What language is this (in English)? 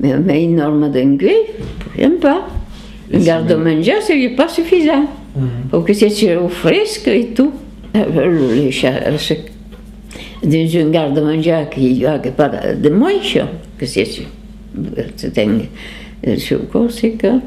Occitan